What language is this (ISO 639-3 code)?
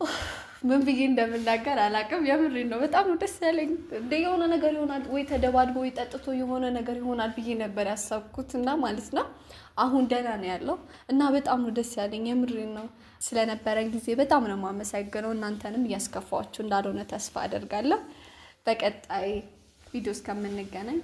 amh